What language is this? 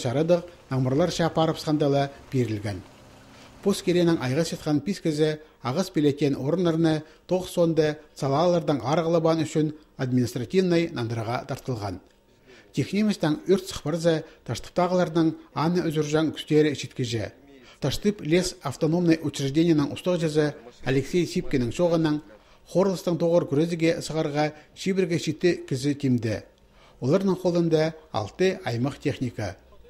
Khakas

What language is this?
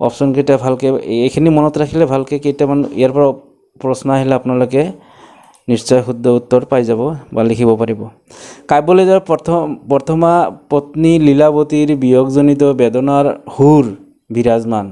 Assamese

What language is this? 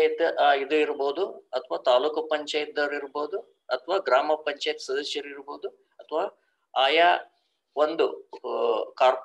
Kannada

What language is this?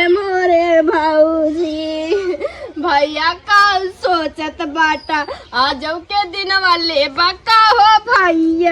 Awadhi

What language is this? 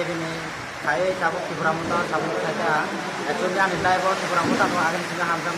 Kok Borok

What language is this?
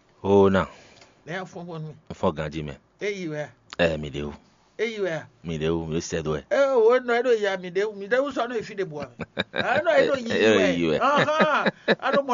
Fon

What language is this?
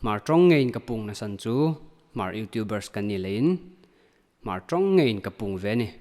Hmar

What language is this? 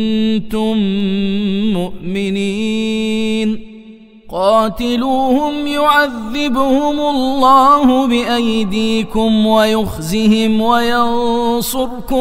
Arabic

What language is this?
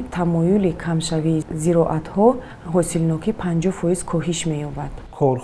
Tajik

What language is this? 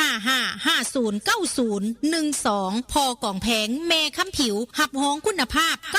Northeastern Thai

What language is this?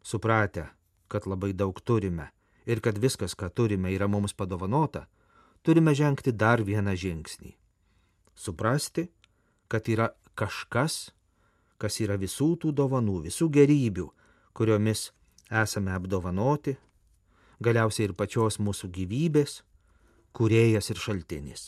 Lithuanian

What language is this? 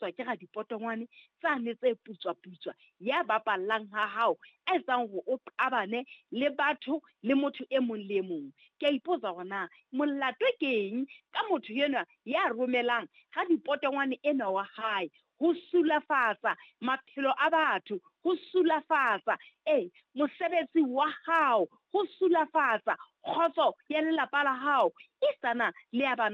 Southern Sotho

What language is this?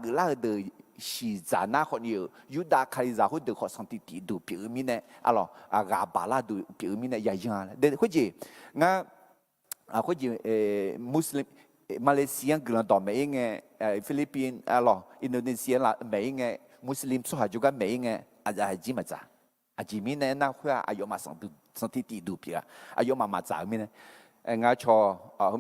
Akha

